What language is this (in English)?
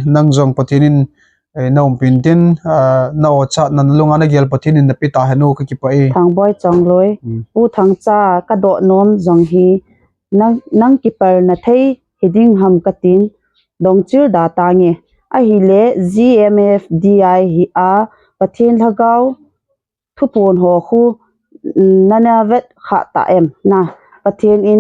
Thado Chin